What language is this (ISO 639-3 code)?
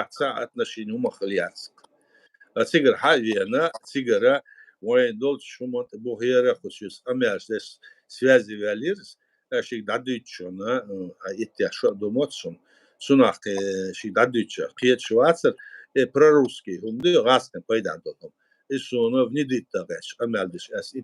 che